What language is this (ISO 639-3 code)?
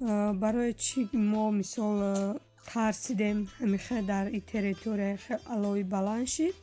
tgk